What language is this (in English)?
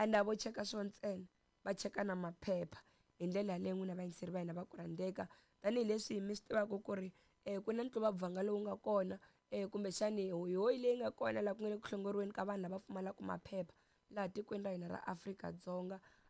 Tsonga